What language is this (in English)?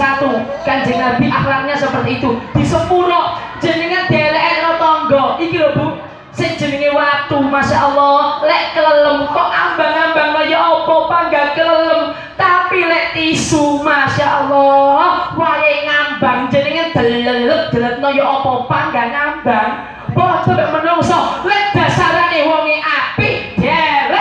Javanese